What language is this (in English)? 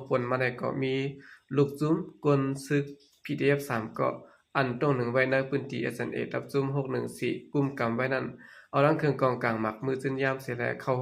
Shan